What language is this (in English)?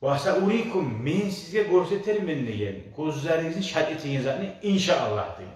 Kumyk